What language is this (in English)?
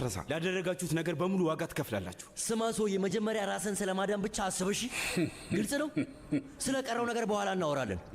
Amharic